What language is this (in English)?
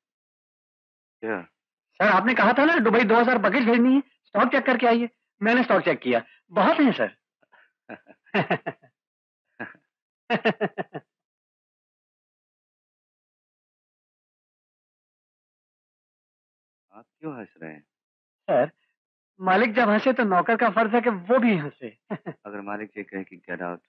Hindi